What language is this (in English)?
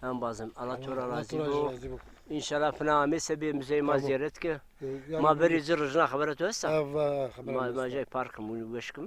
Zaza